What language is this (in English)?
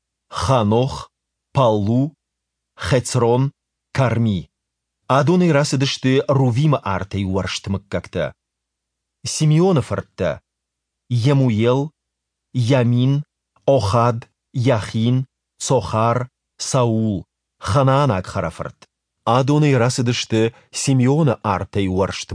Ossetic